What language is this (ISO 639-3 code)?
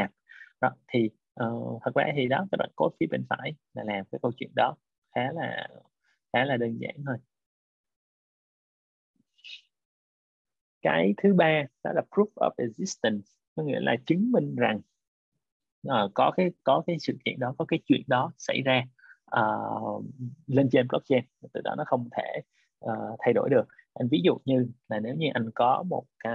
vie